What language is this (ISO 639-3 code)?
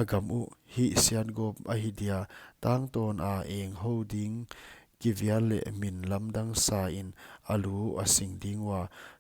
pck